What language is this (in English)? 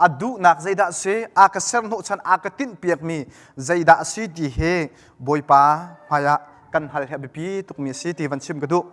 Hakha Chin